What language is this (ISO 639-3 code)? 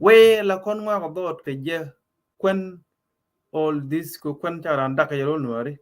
nus